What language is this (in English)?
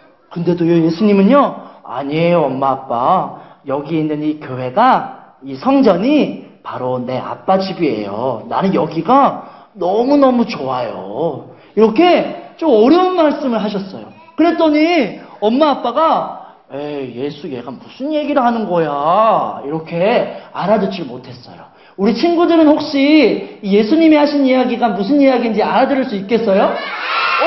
Korean